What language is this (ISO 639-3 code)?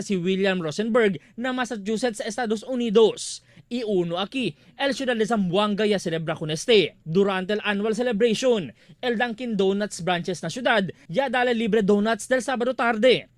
cbk